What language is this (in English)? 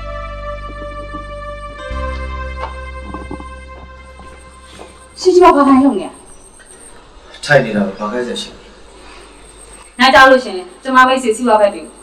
Burmese